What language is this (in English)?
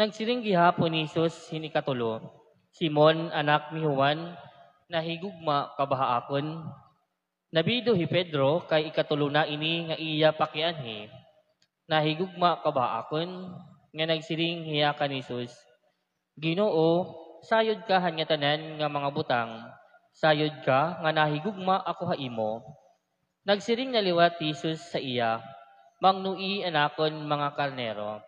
Waray